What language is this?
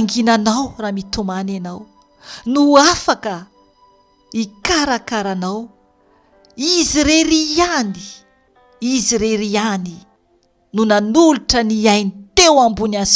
Malagasy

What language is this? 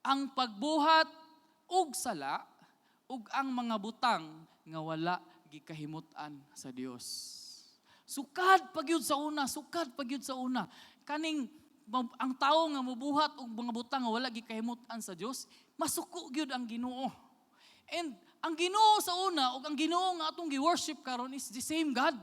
Cebuano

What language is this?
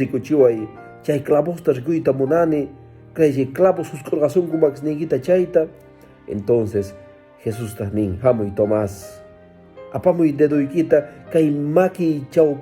Quechua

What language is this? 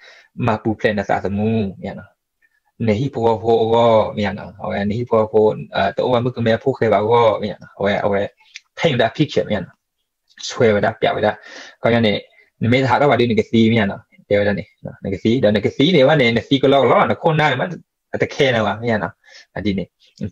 S'gaw Karen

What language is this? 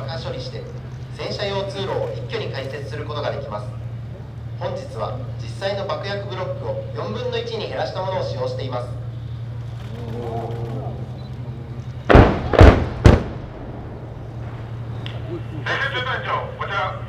Japanese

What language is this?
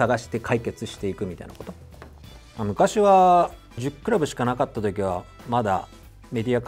Japanese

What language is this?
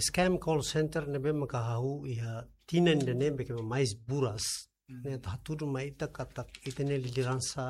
Tetum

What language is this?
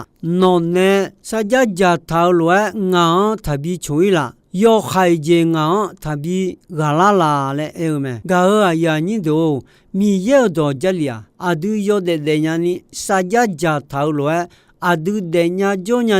Akha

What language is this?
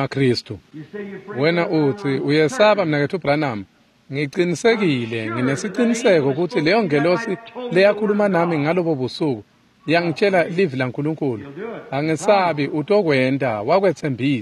Swati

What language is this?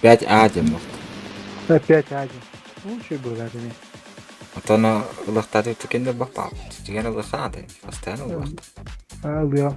Yakut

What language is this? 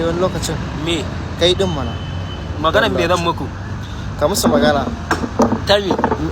Hausa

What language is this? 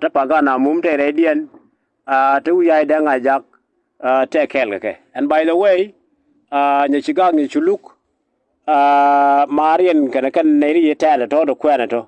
Nuer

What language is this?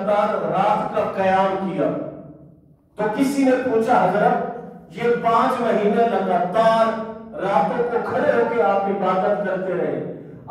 Urdu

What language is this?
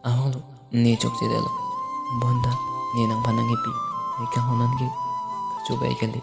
Karbi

